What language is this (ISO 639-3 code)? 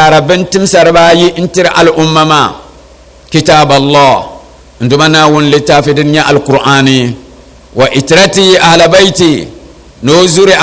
dag